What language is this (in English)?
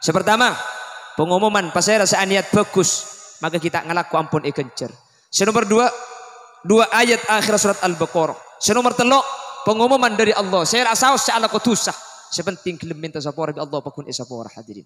Madurese